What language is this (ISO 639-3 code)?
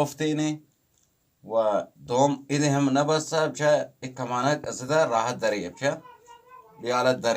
bgp